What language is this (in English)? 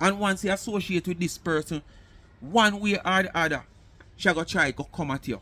Jamaican Creole English